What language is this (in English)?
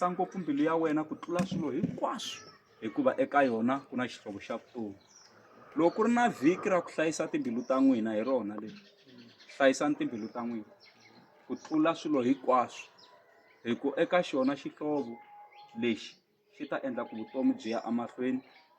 Tsonga